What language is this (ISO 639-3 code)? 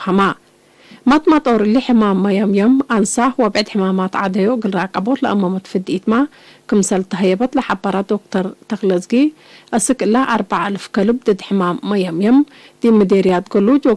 tig